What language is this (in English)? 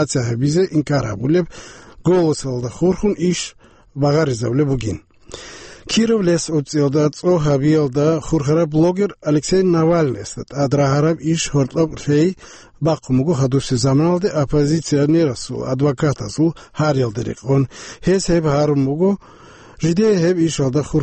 Avaric